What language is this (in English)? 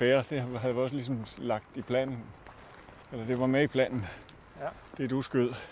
Danish